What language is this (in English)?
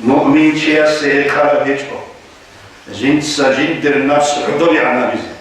Avaric